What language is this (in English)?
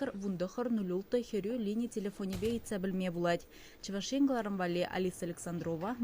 Chuvash